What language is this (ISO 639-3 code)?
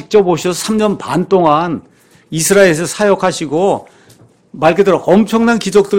kor